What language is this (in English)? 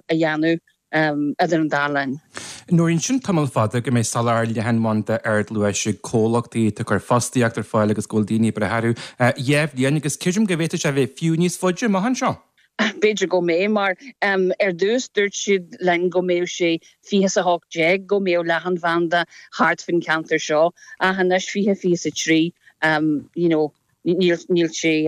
Irish